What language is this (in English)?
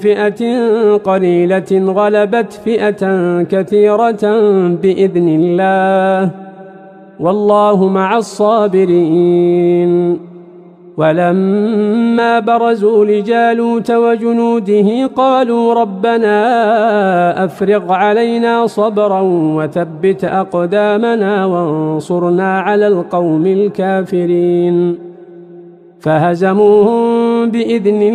Arabic